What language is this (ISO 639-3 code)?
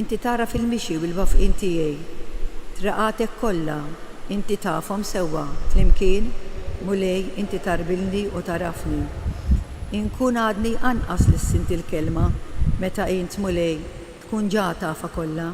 mlt